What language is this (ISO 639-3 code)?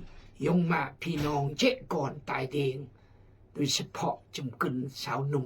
kjg